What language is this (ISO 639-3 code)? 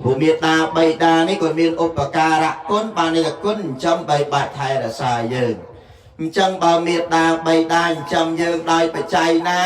khm